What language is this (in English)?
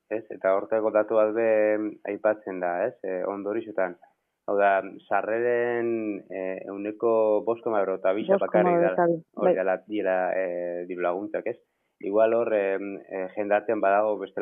Basque